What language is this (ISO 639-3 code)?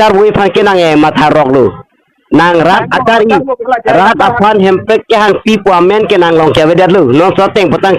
mjw